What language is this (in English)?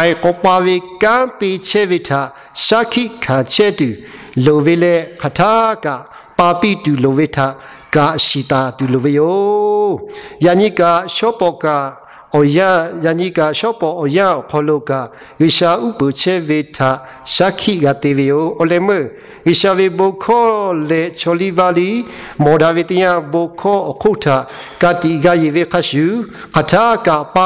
Lahu